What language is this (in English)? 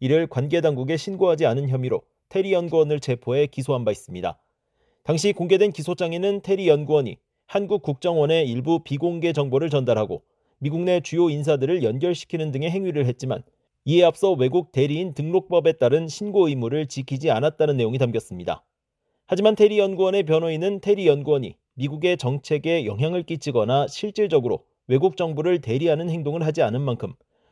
Korean